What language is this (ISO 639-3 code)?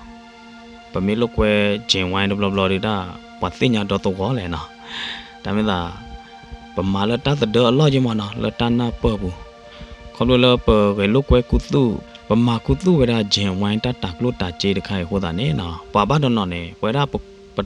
ksw